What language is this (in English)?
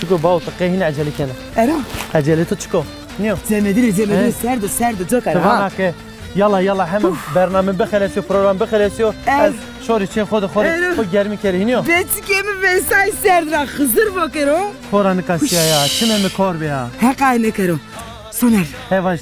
Zaza